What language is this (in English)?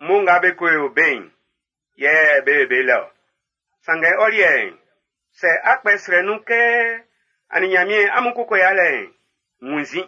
Baoulé